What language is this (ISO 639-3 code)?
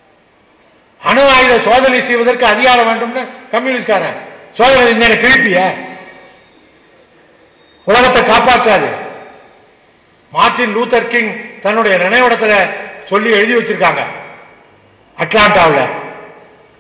tam